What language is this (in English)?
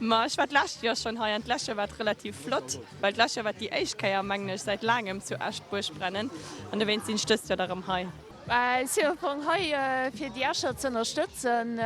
Luxembourgish